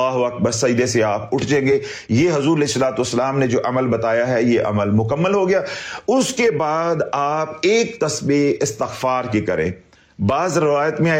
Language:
Urdu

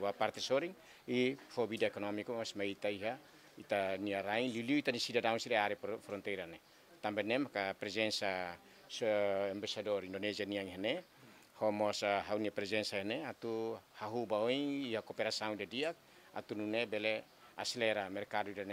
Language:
Tetum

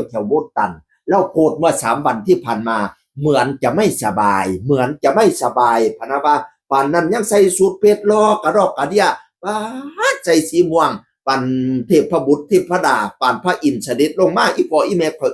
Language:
Northeastern Thai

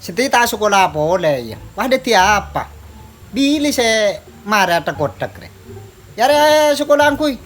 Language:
Madurese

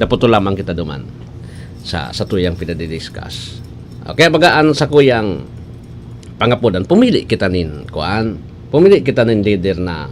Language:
Bikol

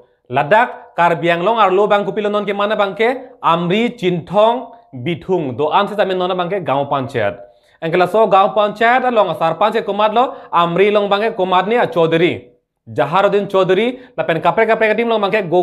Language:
Karbi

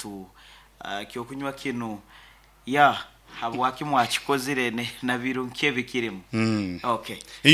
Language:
Nyankole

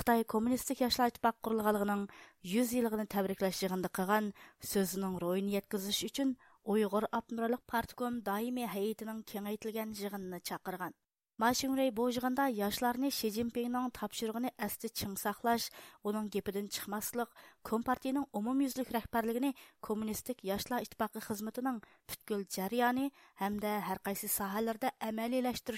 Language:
Uyghur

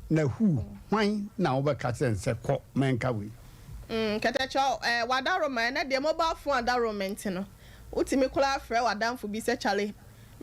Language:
Akan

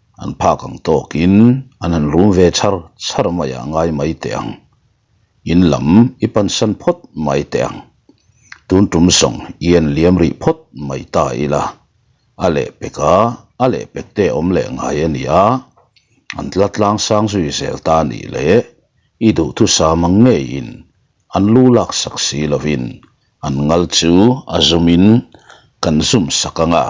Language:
Mizo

